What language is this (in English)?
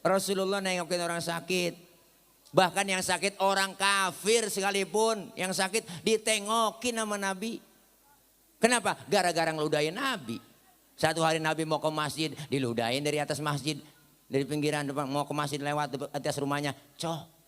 Betawi